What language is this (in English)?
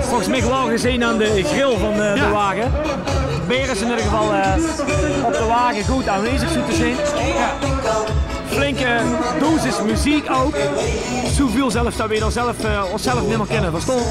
Limburgish